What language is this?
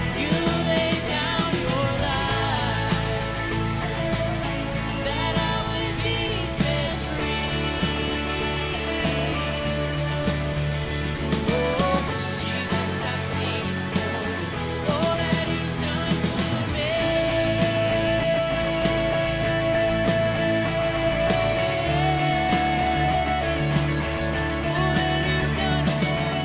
English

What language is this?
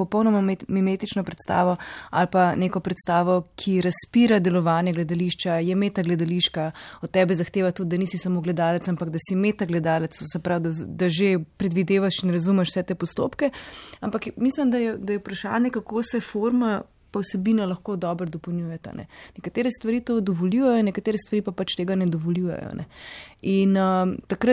Slovenian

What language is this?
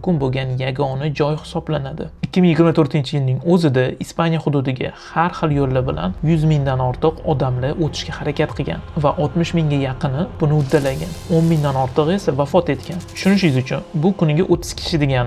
Uzbek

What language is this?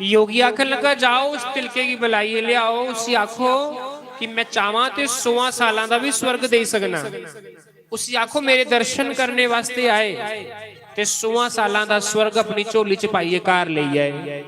Dogri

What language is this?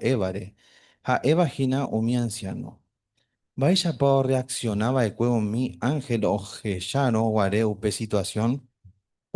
Guarani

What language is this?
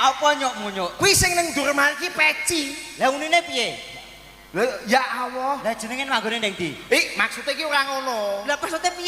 Javanese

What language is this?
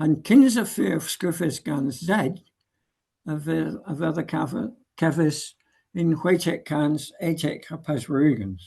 Cornish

